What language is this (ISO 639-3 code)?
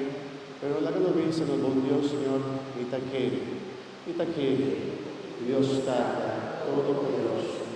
pap